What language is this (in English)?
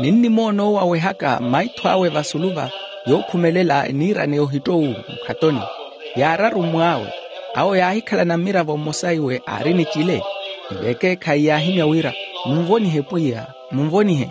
Makhuwa